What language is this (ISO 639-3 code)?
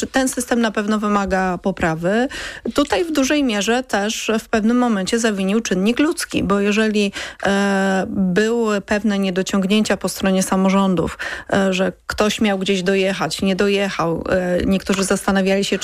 pol